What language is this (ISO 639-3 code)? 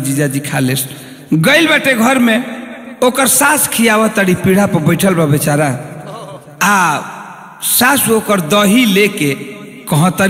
bho